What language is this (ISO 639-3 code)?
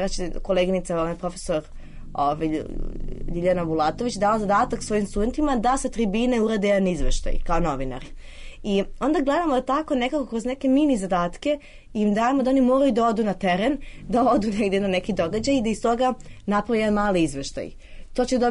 srp